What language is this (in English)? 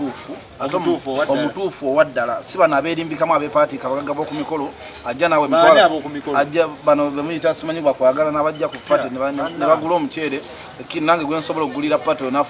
Ganda